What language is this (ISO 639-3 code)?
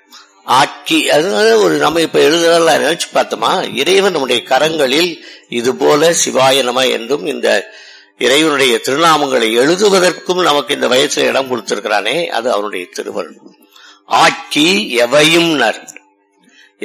tam